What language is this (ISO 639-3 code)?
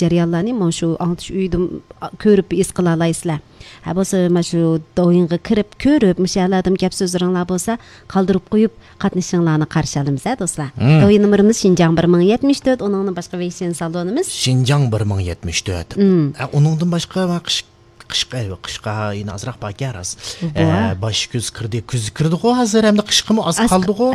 uig